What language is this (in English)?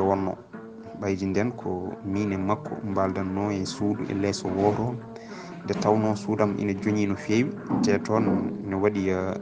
Fula